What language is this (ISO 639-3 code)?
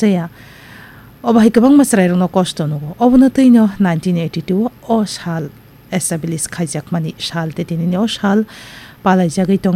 trp